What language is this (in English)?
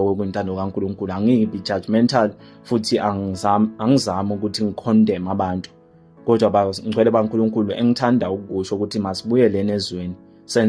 Zulu